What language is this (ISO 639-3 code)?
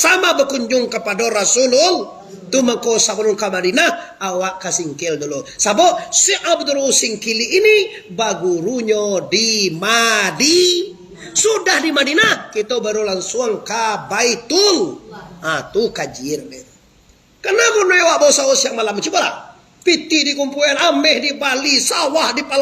min